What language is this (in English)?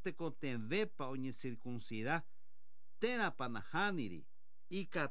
Guarani